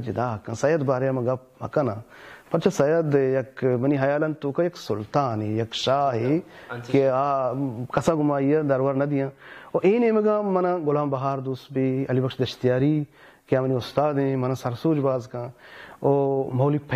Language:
Baluchi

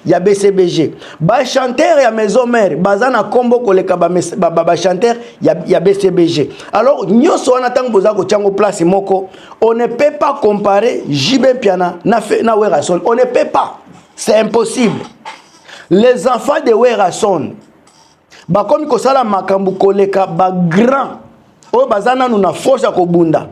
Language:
Lingala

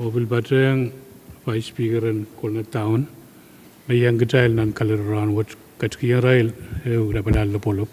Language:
Pohnpeian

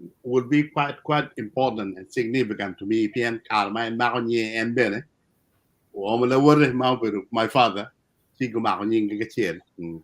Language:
Acoli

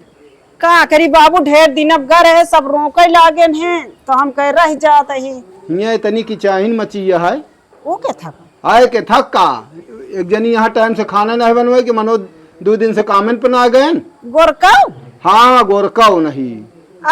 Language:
Awadhi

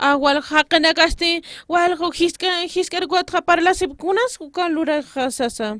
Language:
Aymara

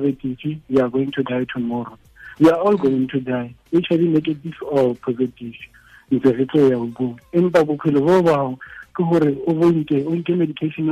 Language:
Tswana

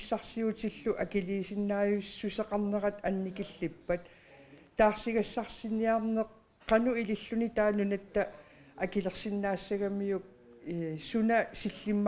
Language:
Kalaallisut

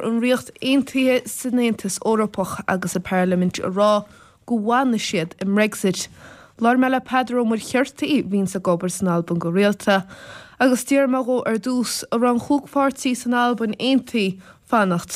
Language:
Irish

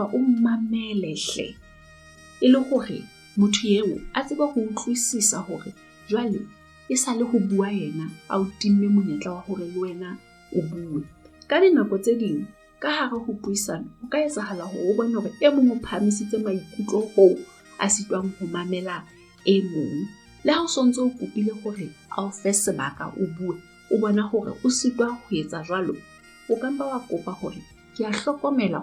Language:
Southern Sotho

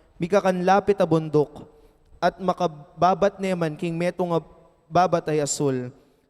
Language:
Pampanga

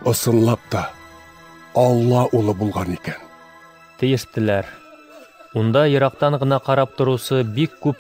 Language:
Bashkir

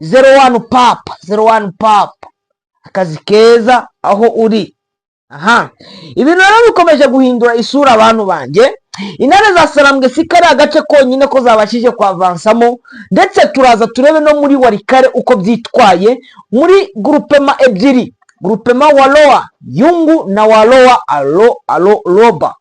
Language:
Kinyarwanda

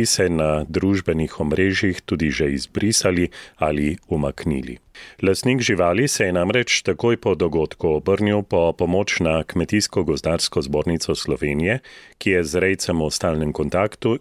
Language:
Slovenian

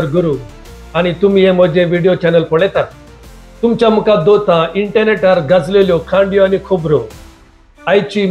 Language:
Konkani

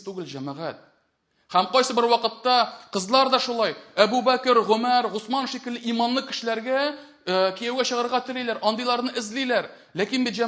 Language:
Tatar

